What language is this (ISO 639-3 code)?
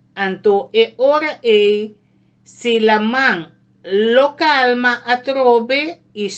pap